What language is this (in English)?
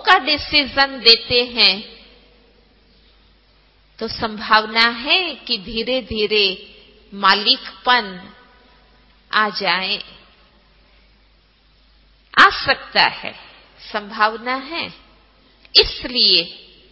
Hindi